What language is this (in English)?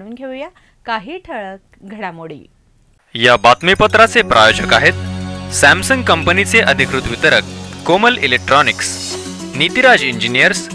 Marathi